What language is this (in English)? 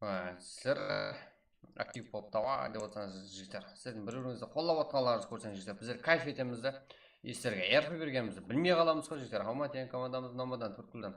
Kara-Kalpak